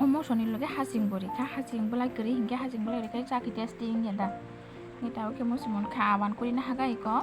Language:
Kok Borok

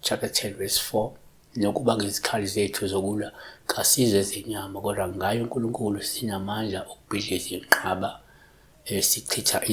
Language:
Zulu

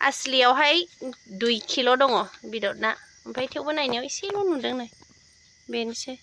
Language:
Bodo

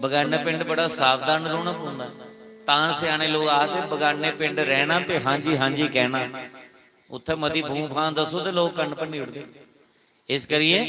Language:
Dogri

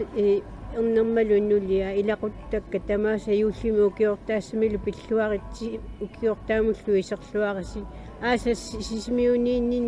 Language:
Kalaallisut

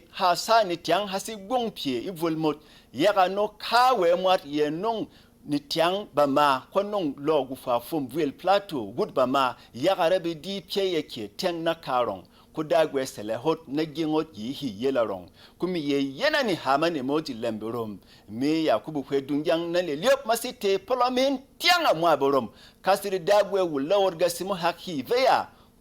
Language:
Berom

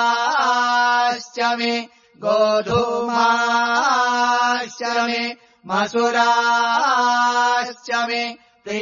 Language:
Sanskrit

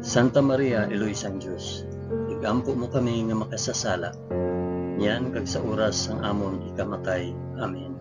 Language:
Hiligaynon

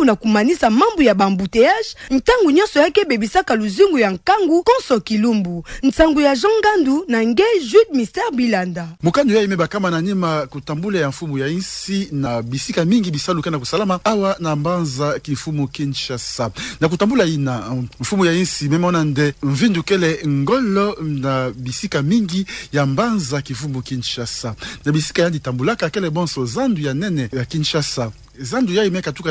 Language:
Kituba (Democratic Republic of Congo)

